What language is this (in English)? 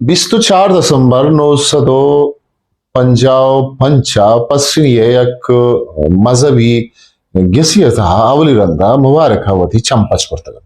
Eastern Balochi